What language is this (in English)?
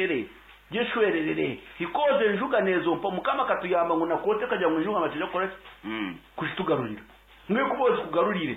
Nyankole